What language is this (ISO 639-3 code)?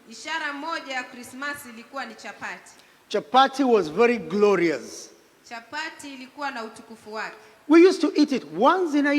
swa